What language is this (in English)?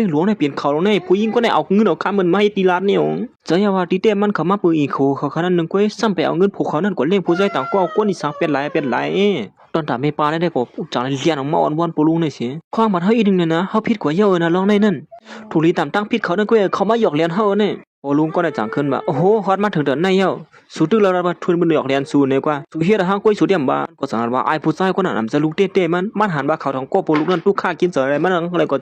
Shan